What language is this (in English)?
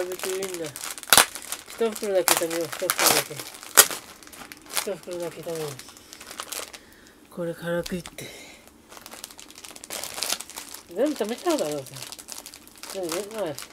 Japanese